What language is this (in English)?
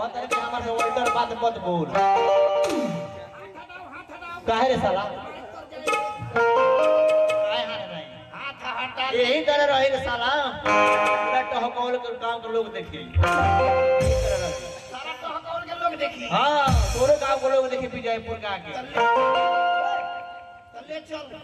Bhojpuri